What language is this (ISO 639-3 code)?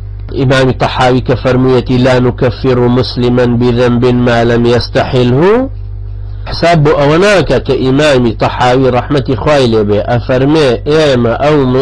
ckb